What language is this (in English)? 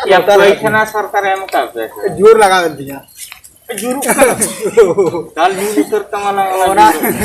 Santali